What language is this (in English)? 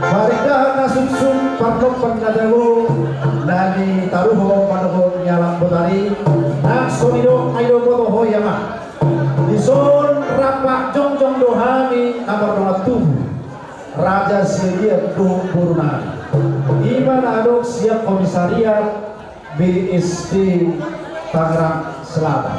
Batak Toba